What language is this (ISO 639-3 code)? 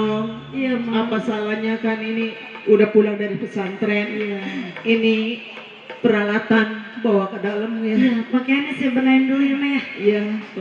bew